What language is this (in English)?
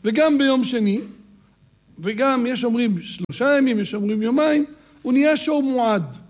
Hebrew